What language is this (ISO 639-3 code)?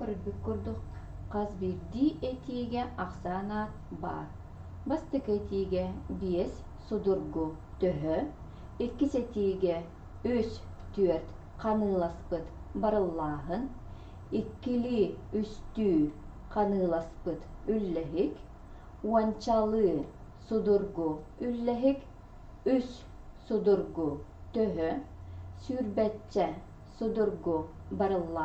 sah